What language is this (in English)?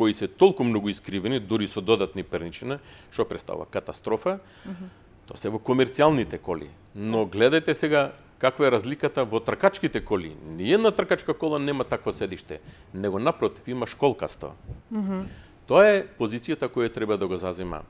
Macedonian